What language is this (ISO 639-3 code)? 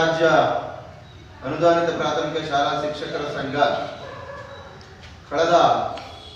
kan